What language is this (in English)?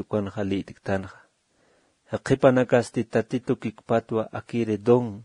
Aymara